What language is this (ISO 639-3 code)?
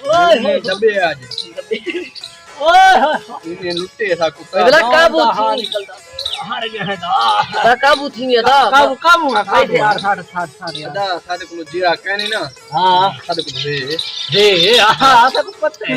skr